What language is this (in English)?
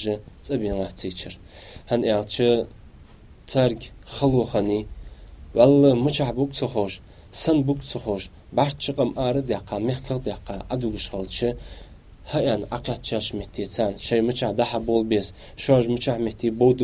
Ingush